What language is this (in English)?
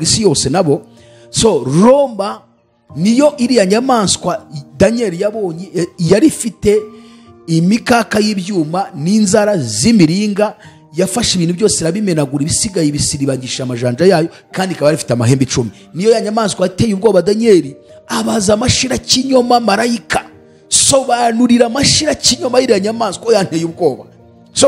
Kinyarwanda